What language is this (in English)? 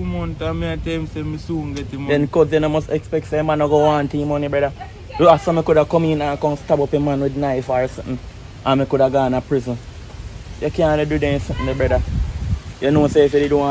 Jamaican Creole English